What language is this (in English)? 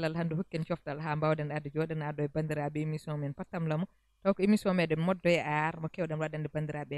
Fula